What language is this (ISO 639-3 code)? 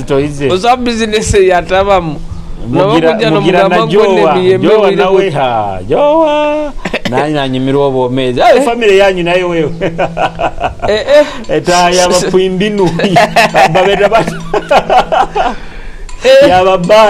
nyo